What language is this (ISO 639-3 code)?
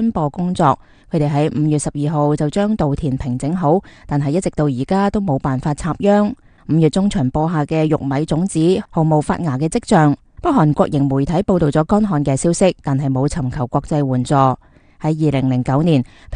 yue